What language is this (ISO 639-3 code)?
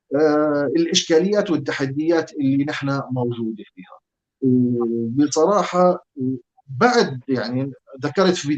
apc